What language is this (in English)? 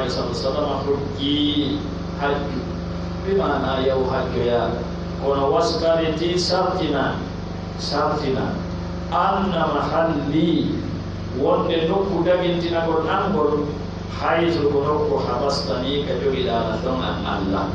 Pular